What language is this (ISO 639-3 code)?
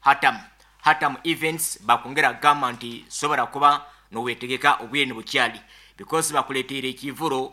nyn